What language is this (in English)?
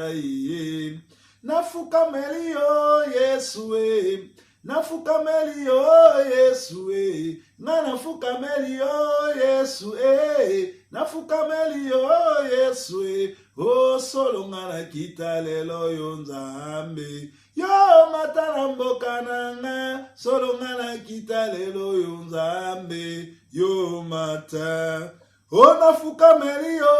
Lingala